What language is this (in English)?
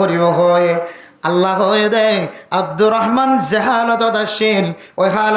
Rohingya